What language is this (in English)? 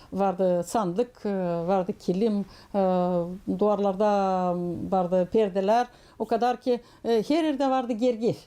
Gagauz